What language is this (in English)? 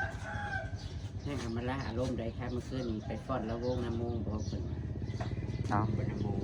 Northeastern Thai